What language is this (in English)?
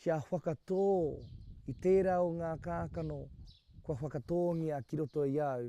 Māori